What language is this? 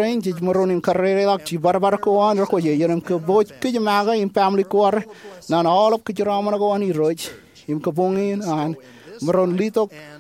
Marshallese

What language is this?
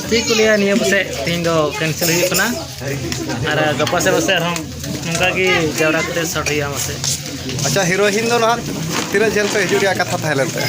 Santali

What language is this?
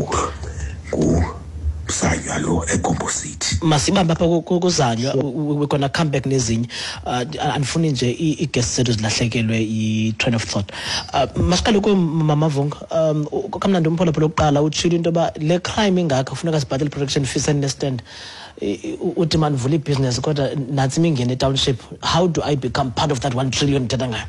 Xhosa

